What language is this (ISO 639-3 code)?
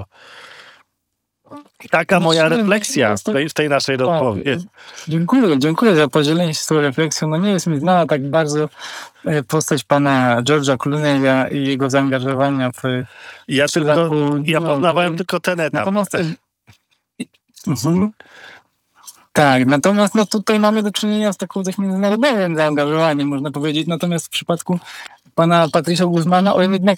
pol